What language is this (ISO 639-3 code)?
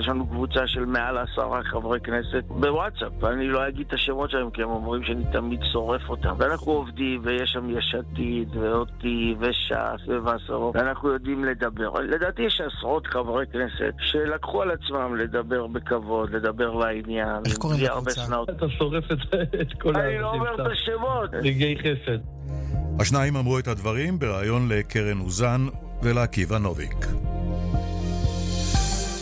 heb